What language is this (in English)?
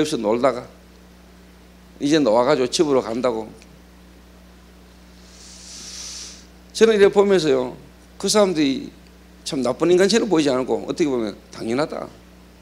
Korean